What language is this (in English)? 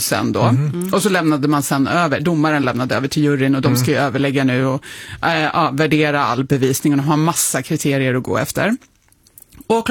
Swedish